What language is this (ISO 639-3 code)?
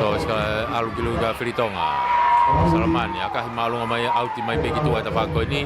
ton